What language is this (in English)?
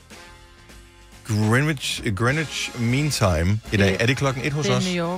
Danish